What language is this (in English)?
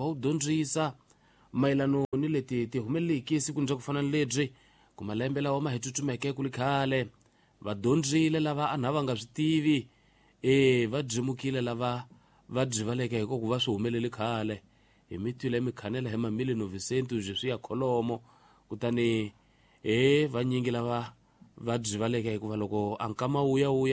Tsonga